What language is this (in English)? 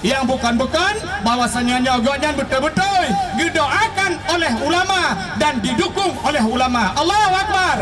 Achinese